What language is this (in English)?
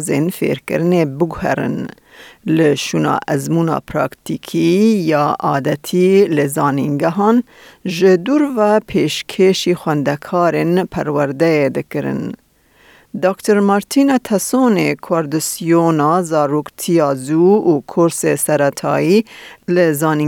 Kurdish